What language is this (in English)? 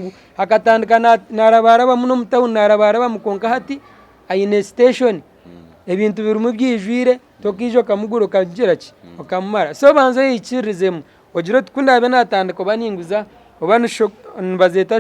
Nyankole